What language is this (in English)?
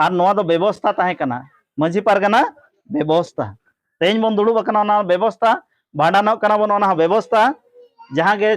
Santali